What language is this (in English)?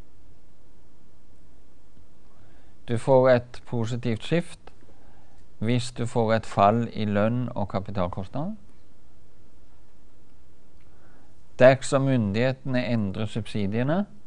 Norwegian